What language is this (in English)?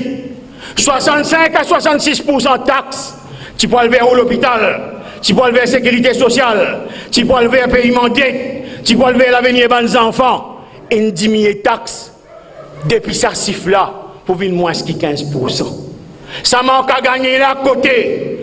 Morisyen